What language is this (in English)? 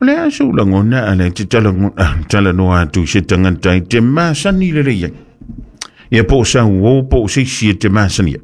Samoan